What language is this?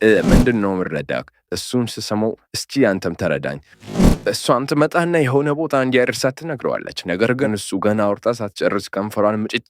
Amharic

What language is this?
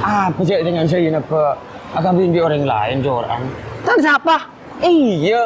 Madurese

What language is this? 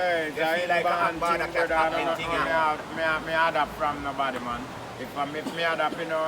Jamaican Creole English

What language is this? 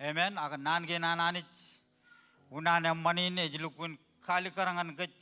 Marshallese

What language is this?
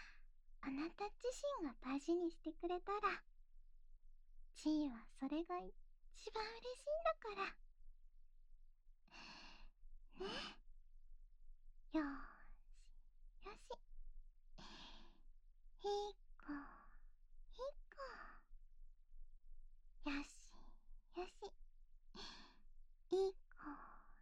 Japanese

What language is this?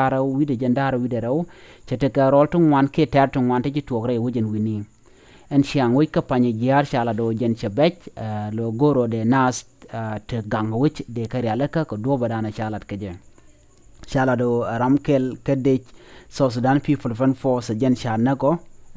Nuer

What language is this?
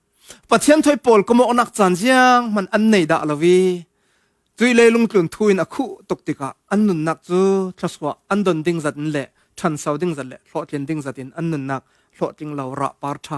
Falam Chin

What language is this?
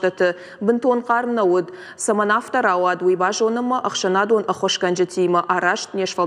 Ossetic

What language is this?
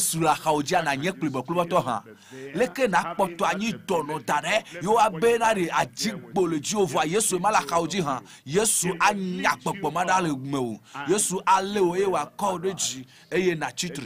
Ewe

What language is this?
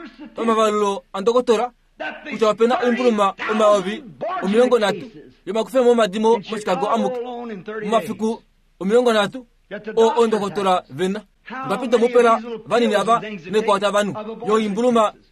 Kuanyama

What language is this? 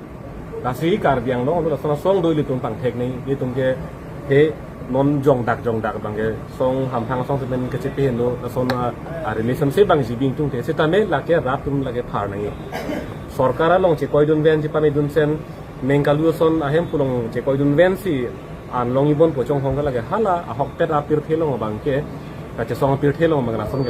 Karbi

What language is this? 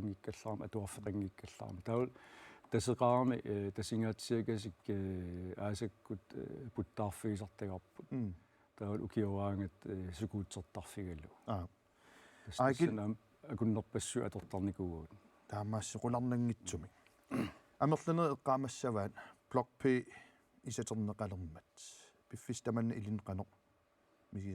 Kalaallisut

